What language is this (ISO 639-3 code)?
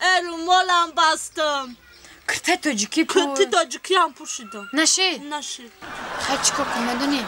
tgk